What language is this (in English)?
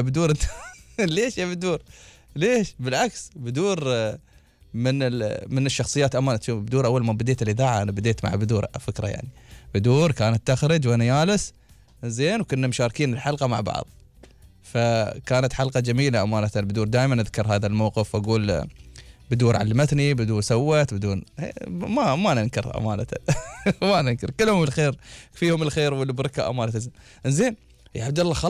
Gulf Arabic